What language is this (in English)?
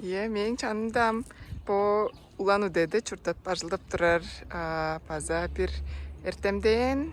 Tuvinian